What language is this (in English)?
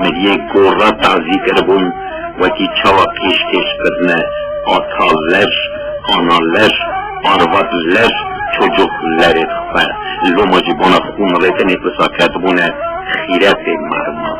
Kurdish